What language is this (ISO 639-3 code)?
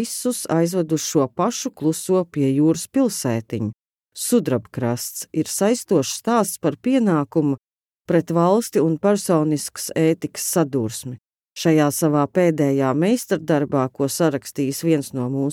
lav